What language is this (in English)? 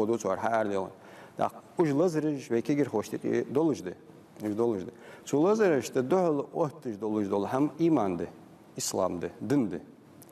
Ingush